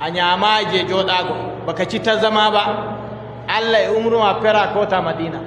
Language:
Adamawa Fulfulde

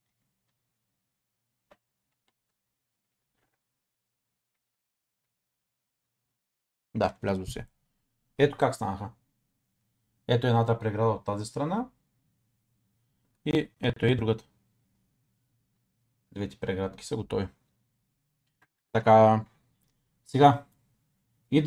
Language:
Bulgarian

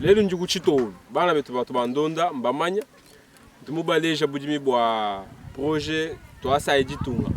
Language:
Luba-Lulua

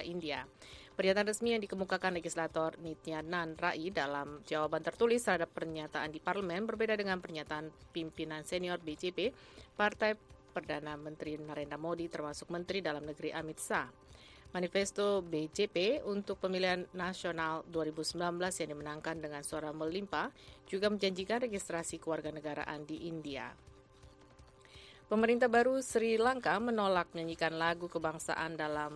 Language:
Indonesian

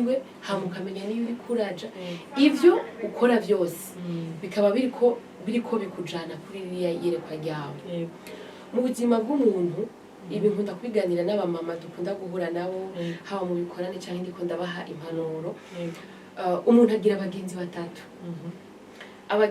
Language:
Rundi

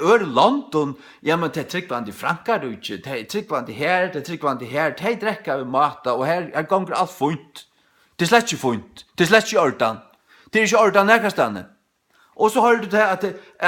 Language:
Faroese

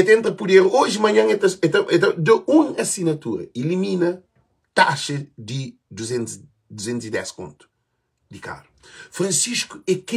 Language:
Kabuverdianu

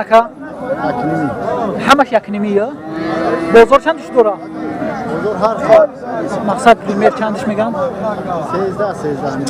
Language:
Tajik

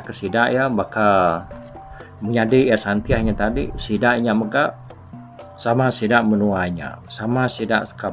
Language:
Iban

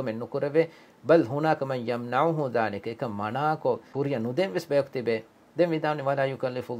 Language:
Divehi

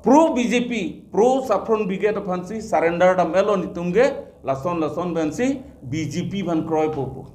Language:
Karbi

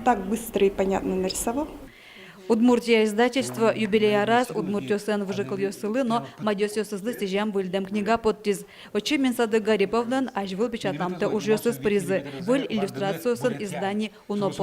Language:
Udmurt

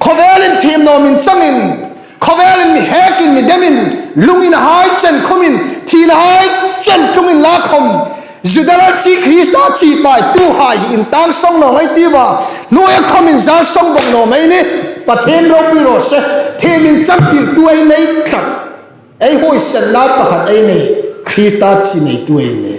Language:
Hmar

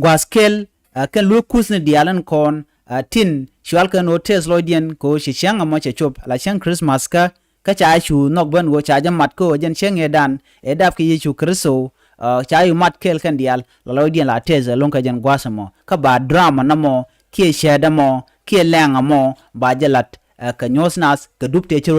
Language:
Nuer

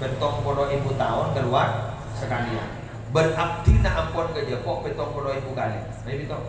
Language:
Madurese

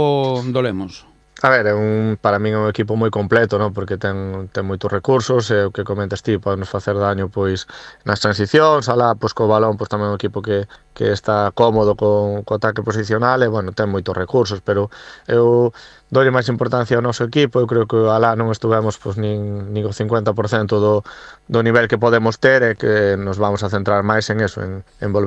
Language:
Galician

